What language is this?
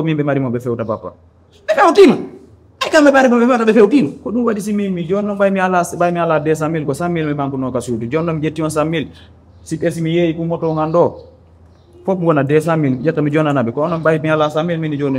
Pular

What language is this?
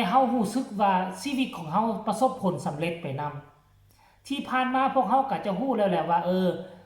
Northeastern Thai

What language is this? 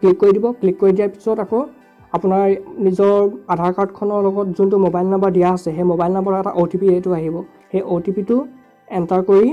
Assamese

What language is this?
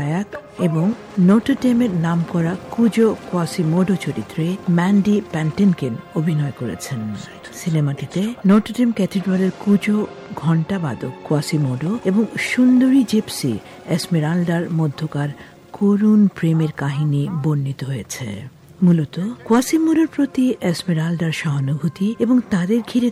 Bangla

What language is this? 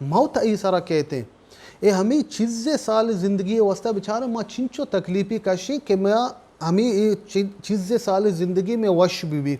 Baluchi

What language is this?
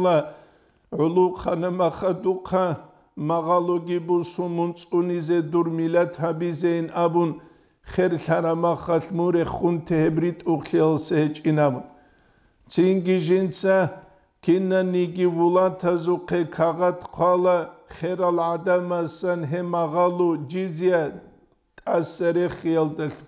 Avaric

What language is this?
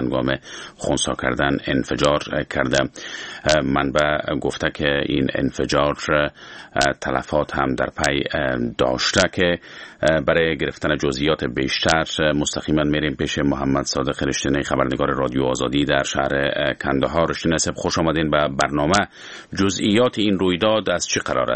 Persian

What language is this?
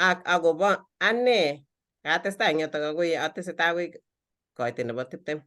Kalenjin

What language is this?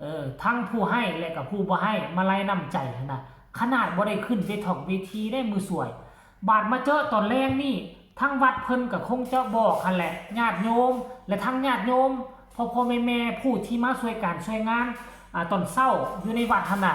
Northeastern Thai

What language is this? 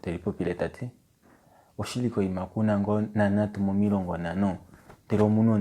Kuanyama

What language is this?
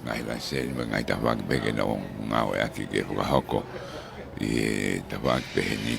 Tongan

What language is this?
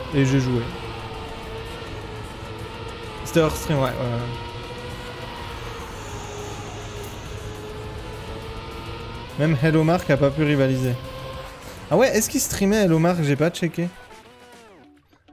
French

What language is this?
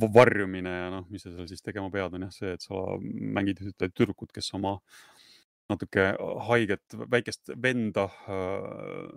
Estonian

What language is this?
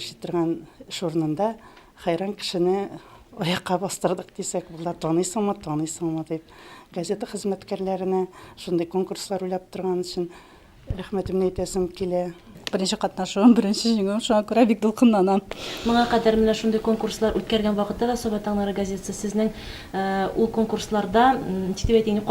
Tatar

